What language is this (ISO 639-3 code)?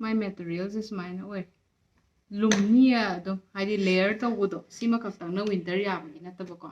mni